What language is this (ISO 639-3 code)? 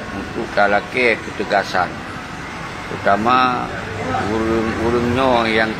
ace